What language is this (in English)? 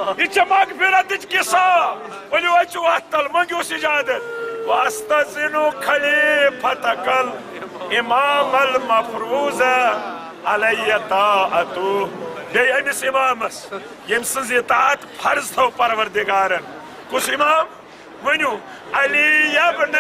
Kashmiri